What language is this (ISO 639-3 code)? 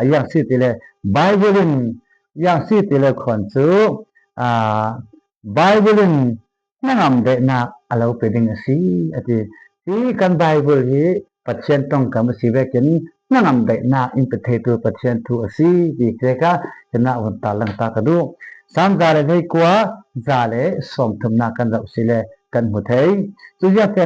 cfm